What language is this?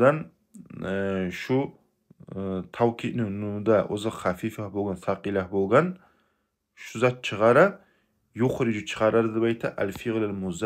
Kumyk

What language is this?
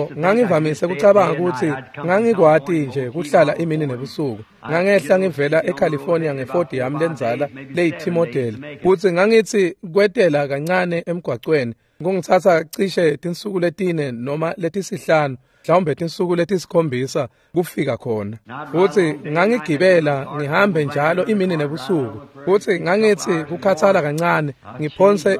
Swati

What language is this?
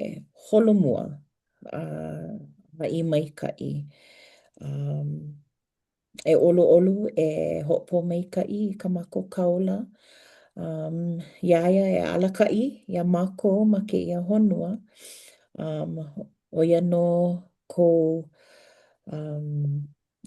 Hawaiian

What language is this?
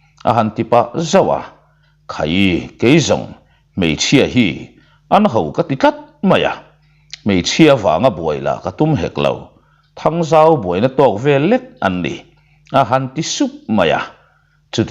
Mizo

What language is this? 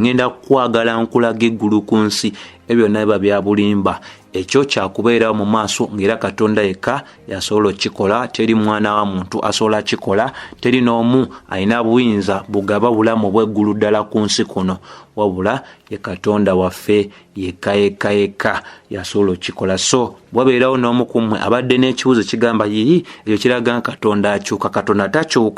Ganda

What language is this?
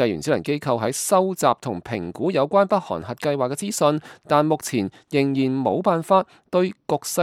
Cantonese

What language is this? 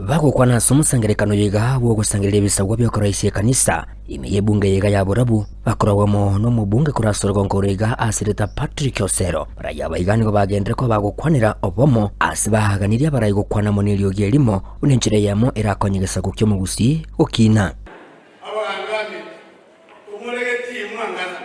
Gusii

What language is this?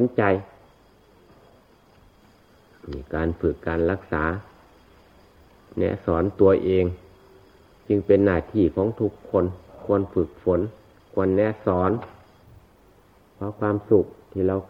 Thai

